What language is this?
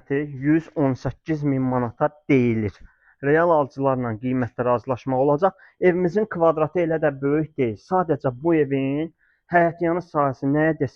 Azerbaijani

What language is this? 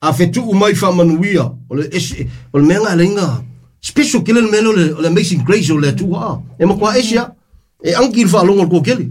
Samoan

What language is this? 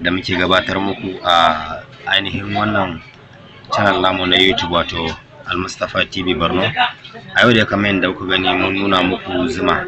Hausa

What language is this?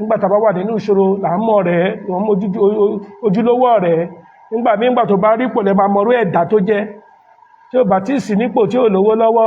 Yoruba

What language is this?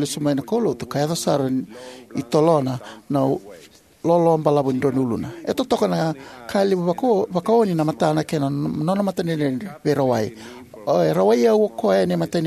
Fijian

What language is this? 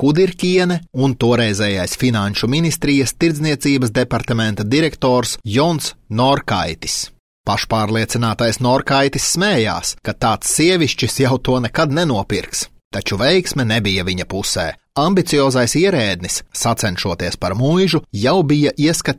Latvian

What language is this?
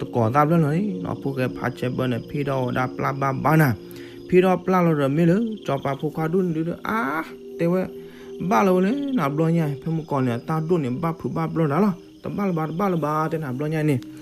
S'gaw Karen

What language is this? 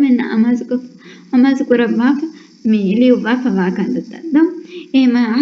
Divehi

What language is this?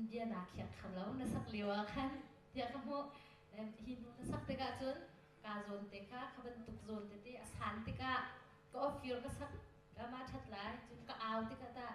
Hakha Chin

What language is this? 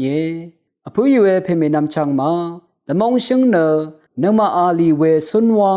Rawang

